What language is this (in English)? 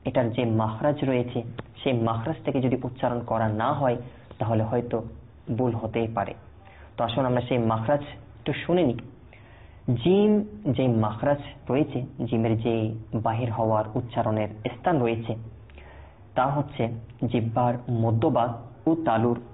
Bangla